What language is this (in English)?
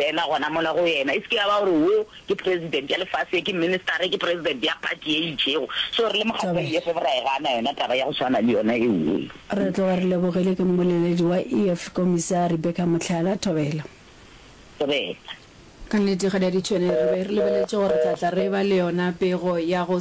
Northern Sotho